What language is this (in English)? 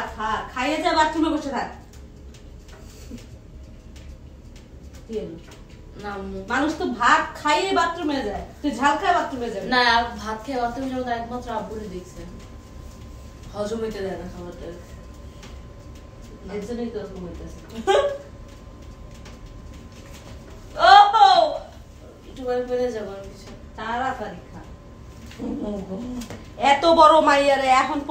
Bangla